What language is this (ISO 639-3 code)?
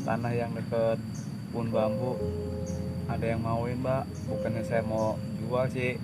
bew